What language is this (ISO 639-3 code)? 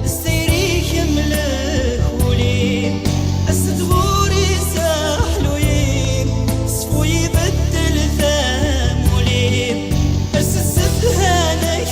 kab